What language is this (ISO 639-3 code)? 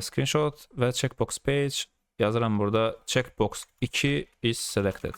aze